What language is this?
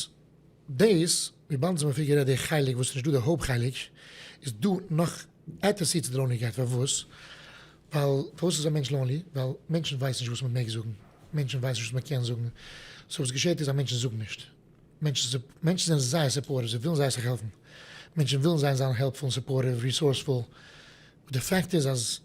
Yiddish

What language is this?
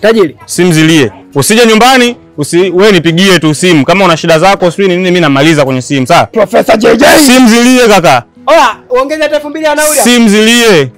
Swahili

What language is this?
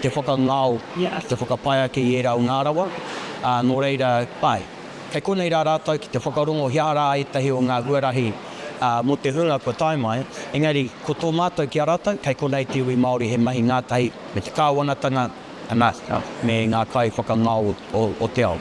Māori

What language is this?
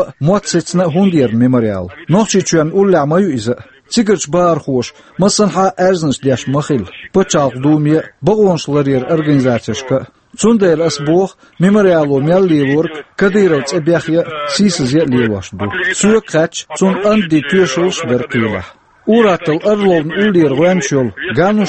Chechen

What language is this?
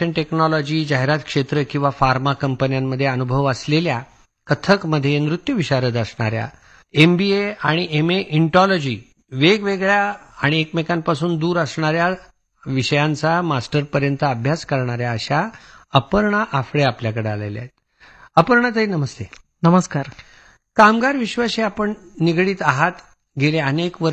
Marathi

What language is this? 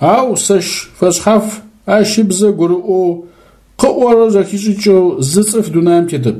Adyghe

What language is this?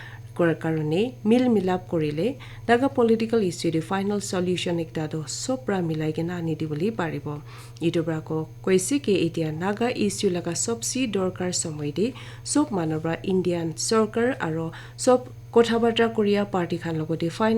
Naga Pidgin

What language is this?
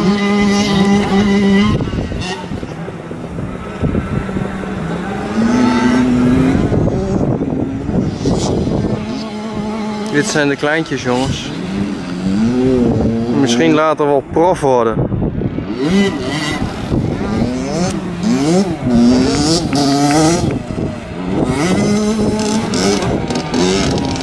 Dutch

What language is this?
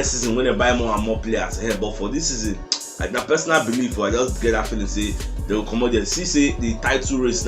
Nigerian Pidgin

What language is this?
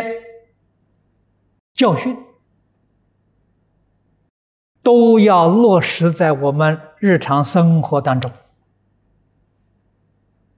Chinese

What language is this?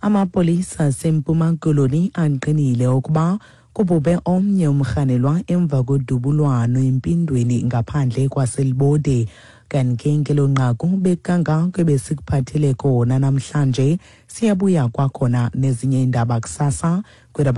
Xhosa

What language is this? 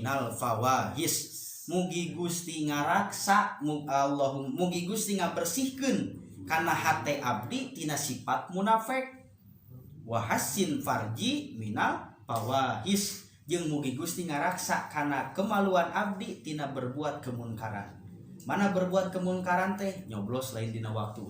Sundanese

